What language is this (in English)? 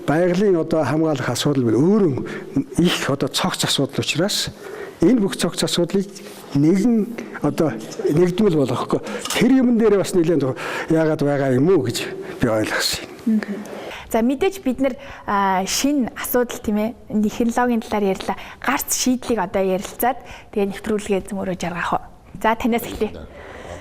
Mongolian